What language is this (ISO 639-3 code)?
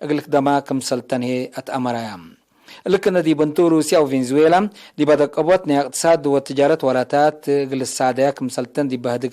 tig